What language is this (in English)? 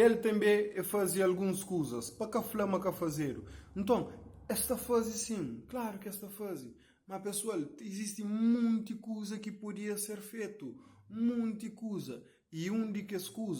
Kabuverdianu